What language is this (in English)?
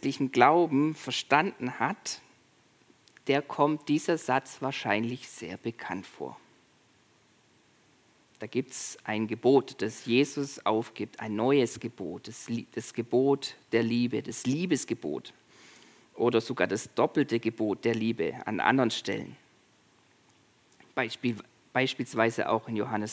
German